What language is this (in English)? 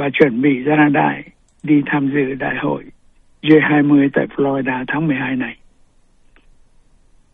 Vietnamese